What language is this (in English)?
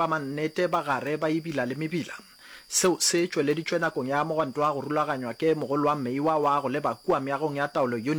Northern Sotho